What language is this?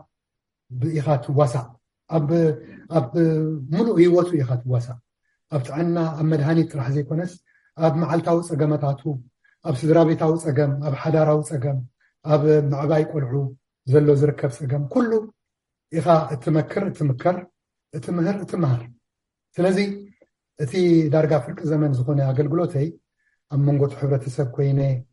Tigrinya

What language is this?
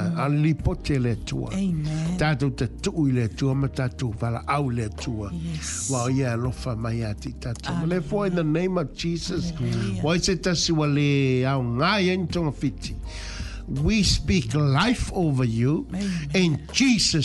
Samoan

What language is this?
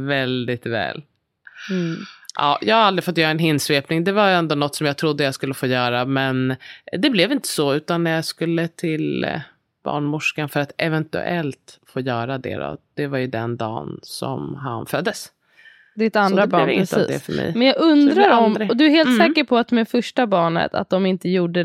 Swedish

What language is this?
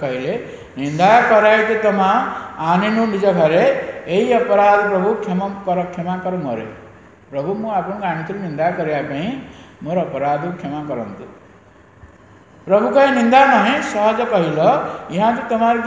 Odia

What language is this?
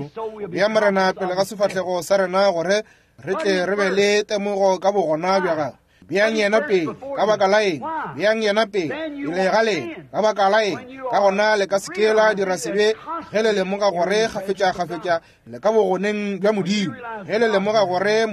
Northern Sotho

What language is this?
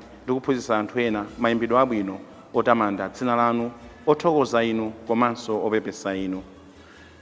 Nyanja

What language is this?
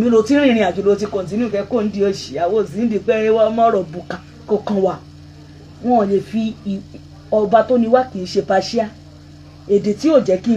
Yoruba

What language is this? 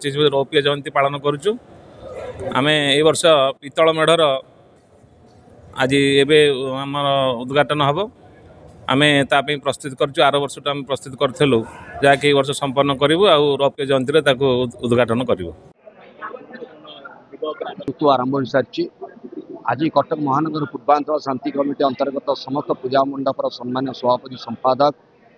Odia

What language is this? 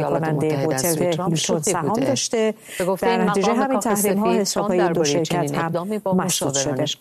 Persian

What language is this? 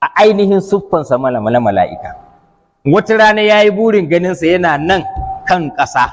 Hausa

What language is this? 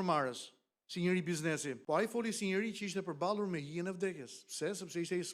Albanian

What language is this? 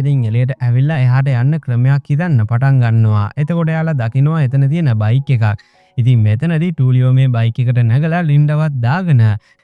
Sinhala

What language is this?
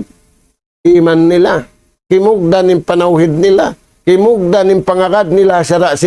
Tausug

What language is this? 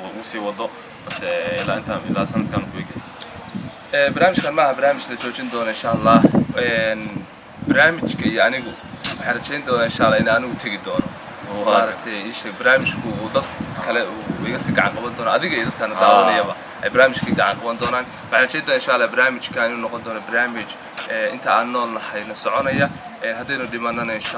Somali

